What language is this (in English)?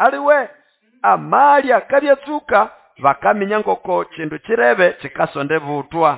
Nande